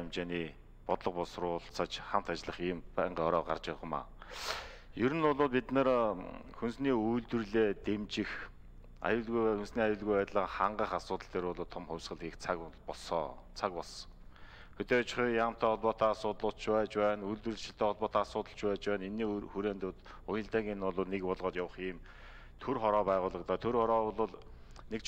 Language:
Mongolian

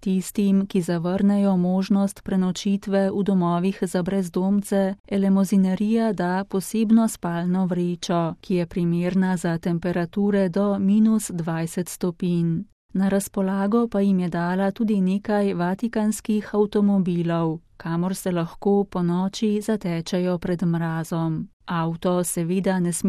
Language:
Slovenian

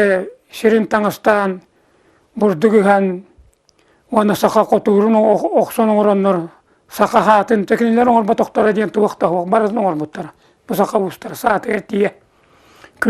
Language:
Yakut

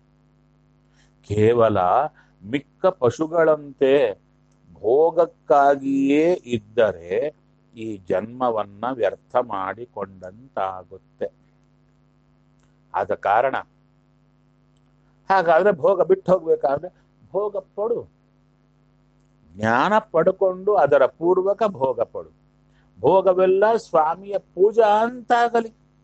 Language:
Kannada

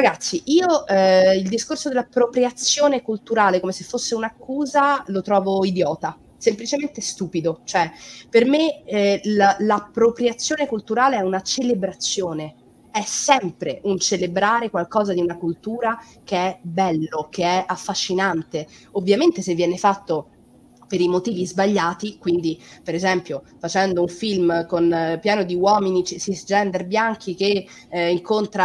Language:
Italian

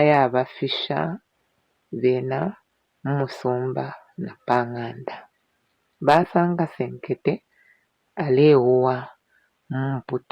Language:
Bemba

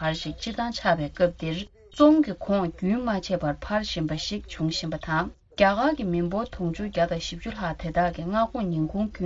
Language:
Tibetan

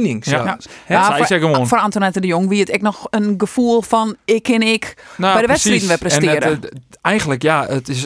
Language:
Western Frisian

